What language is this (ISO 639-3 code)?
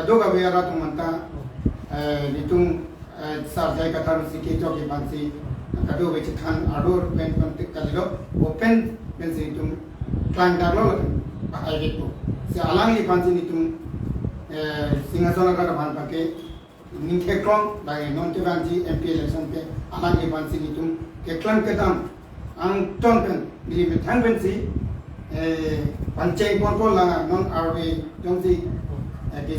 mjw